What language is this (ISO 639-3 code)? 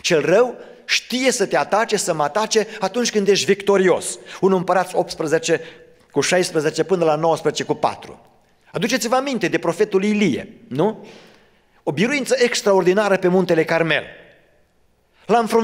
ron